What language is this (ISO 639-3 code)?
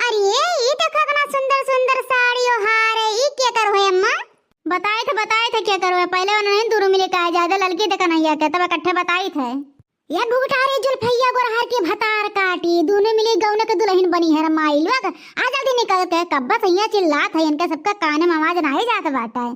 awa